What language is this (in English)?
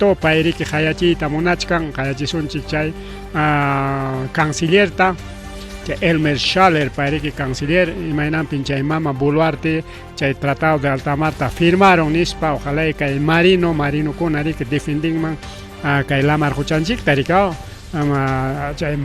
Ayacucho Quechua